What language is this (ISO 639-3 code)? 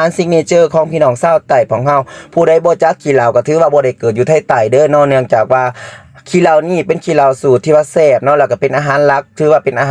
lao